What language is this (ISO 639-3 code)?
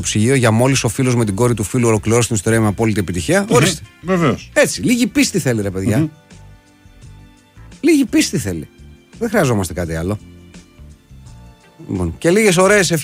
ell